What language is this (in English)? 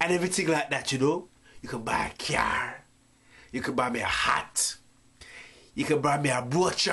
Jamaican Creole English